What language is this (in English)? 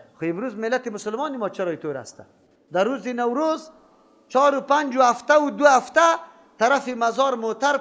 Persian